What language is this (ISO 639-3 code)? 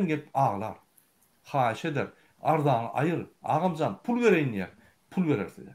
tuk